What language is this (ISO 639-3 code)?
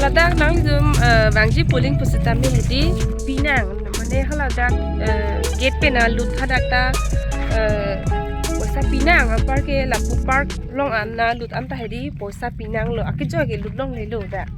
mjw